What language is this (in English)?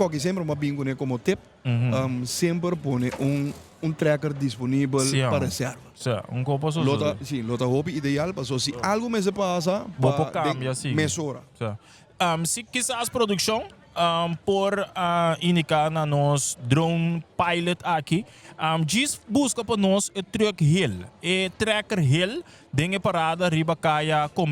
Papiamento